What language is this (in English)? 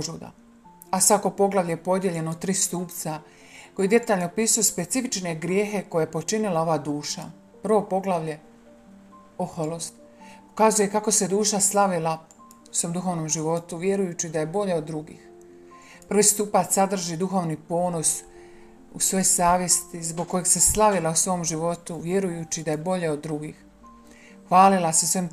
Croatian